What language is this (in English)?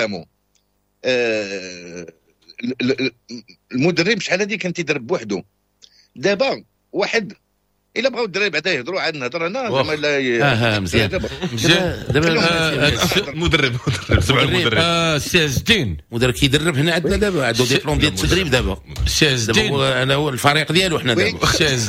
Moroccan Arabic